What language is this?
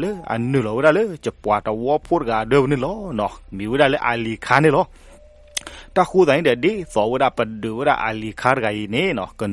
S'gaw Karen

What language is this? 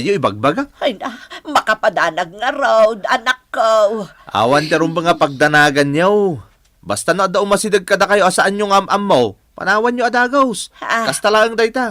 Iloko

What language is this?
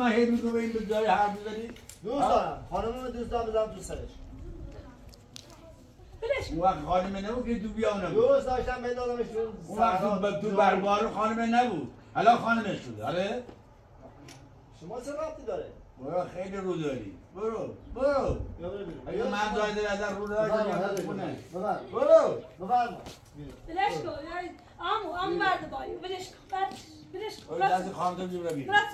Persian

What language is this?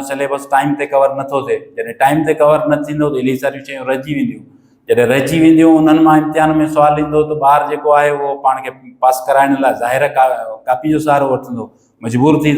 Sindhi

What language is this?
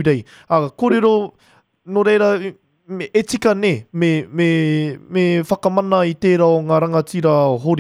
Māori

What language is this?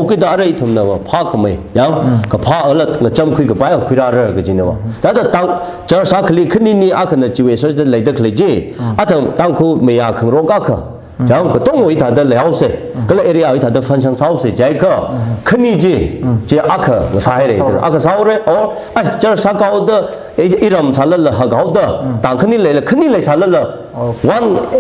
Tangkhul Naga (India)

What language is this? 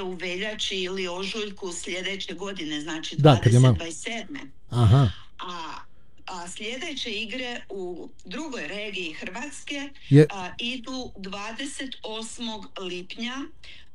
Croatian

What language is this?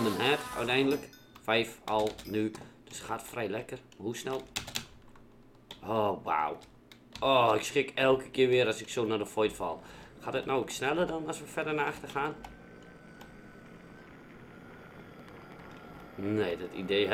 Dutch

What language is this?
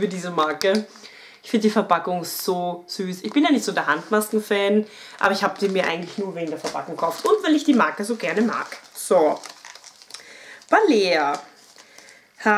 German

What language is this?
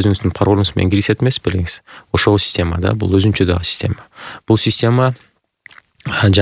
Kyrgyz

